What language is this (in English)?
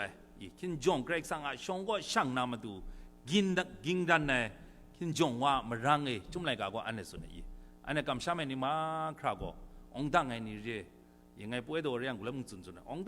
Kachin